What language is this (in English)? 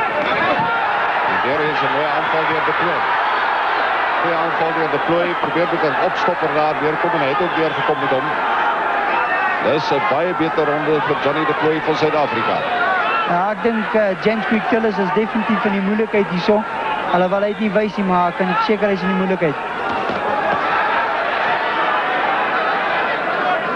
Afrikaans